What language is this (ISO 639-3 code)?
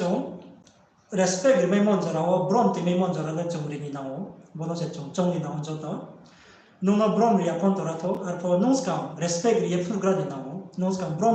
ria